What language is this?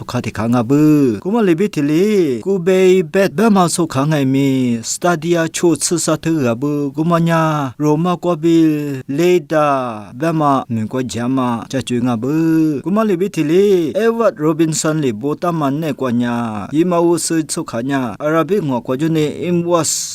Lisu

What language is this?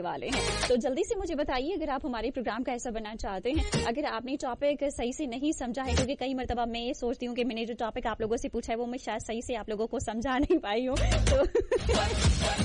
Urdu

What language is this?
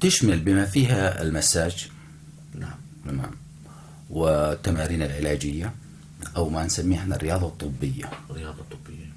North Levantine Arabic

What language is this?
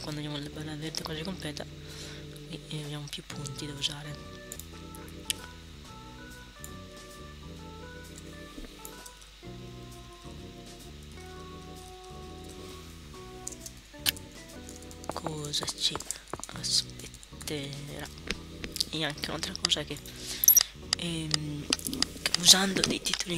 Italian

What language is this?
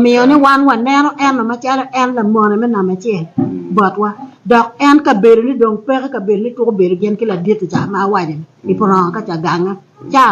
Acoli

